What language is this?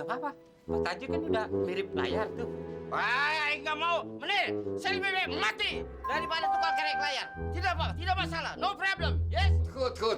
Betawi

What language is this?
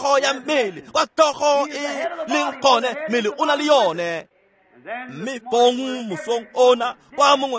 Tswana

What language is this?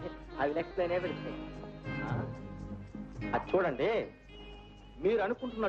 Telugu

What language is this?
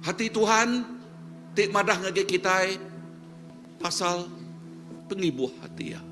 Iban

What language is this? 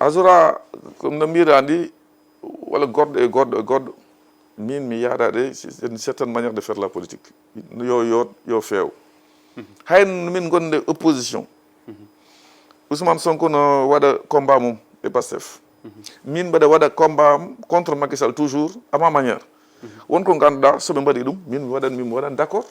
Fula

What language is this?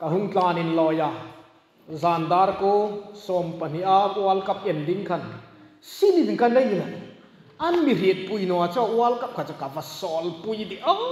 Hmar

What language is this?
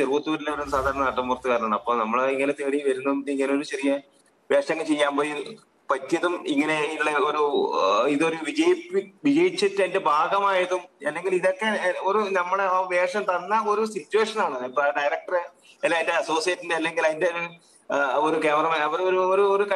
Malayalam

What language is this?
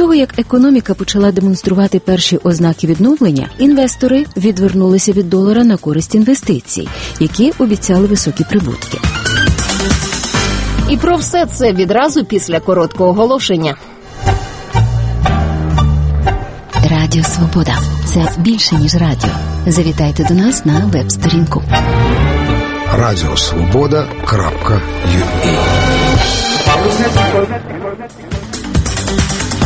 Ukrainian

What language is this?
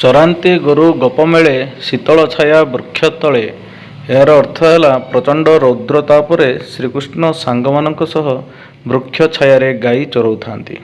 Odia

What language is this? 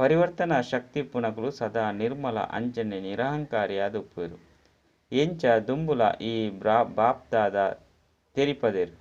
Tulu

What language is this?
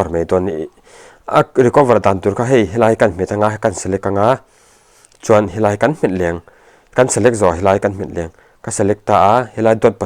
Mizo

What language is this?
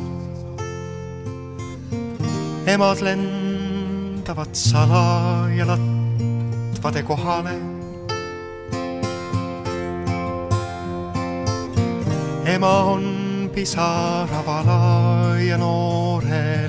Estonian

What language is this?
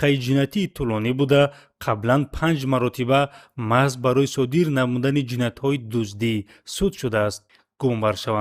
Tajik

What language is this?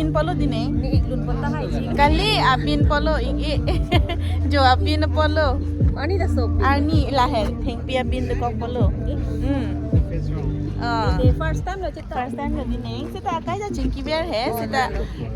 Karbi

